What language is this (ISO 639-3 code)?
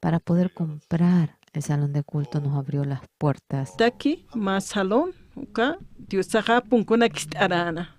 aym